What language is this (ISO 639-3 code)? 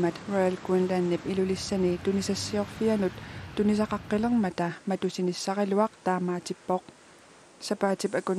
kal